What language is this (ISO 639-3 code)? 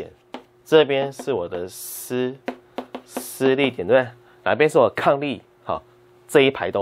zho